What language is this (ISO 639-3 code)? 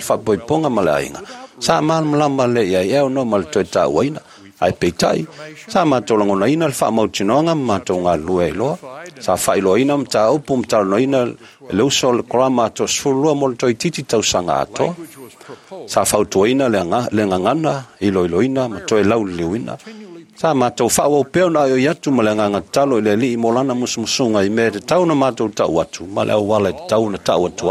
smo